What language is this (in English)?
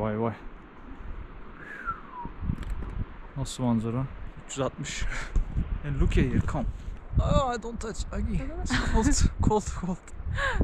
Turkish